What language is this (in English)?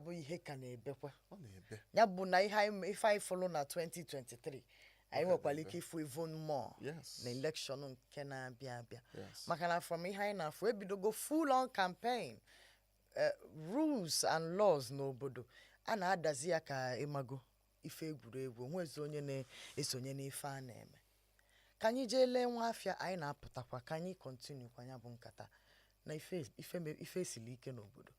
Igbo